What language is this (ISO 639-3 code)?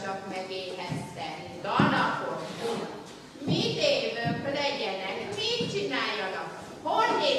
hun